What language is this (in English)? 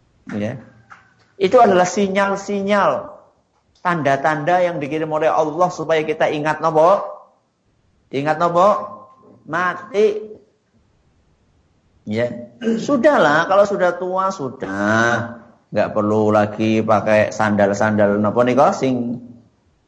Indonesian